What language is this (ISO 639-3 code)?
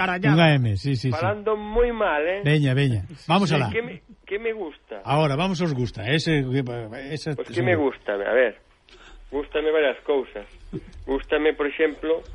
glg